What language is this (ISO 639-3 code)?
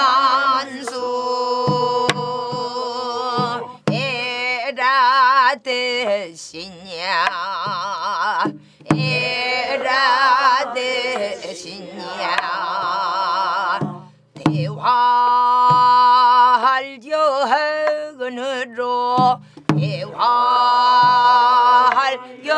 kor